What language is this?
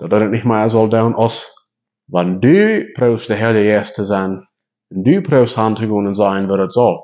Plautdietsch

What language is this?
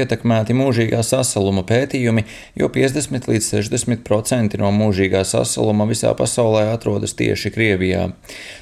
Latvian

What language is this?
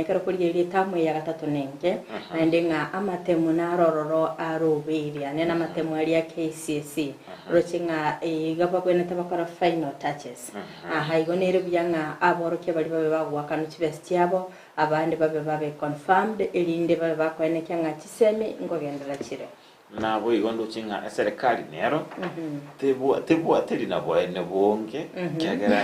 Gusii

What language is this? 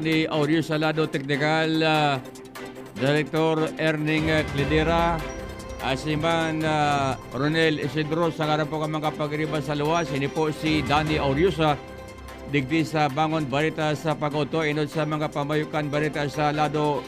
Bikol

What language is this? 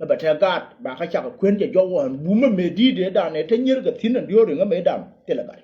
Nuer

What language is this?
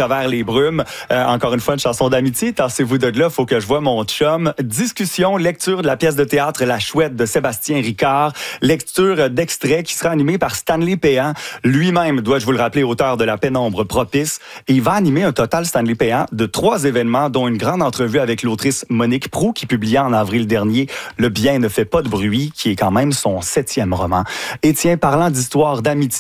French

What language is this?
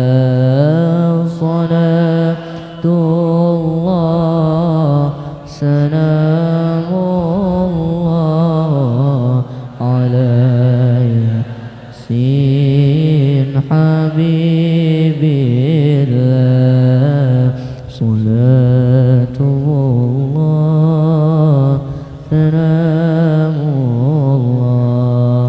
Banjar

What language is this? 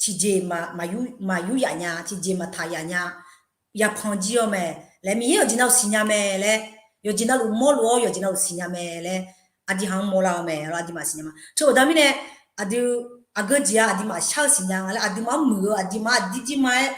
Akha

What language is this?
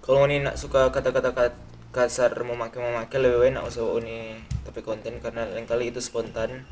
Manado Malay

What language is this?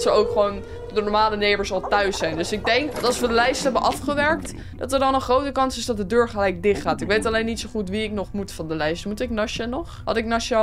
Dutch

